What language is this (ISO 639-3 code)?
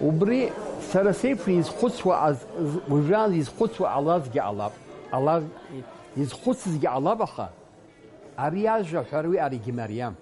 abk